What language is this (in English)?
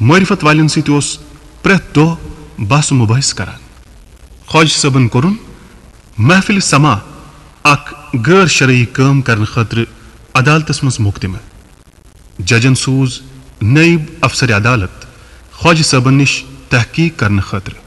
Kashmiri